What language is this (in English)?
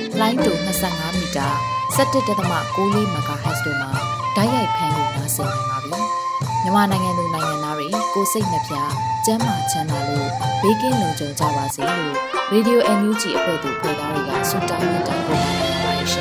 Burmese